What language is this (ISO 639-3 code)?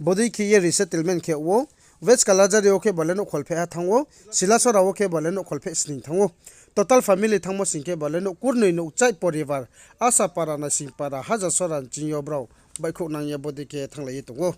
ria